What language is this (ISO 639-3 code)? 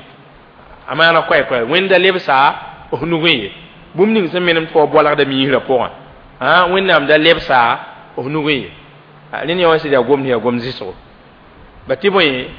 mos